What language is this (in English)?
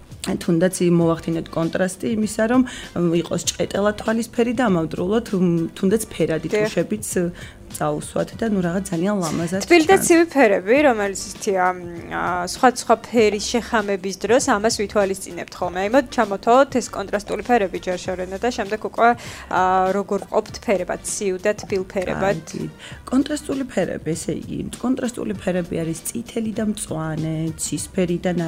Georgian